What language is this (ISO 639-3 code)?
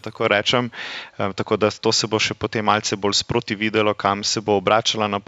slv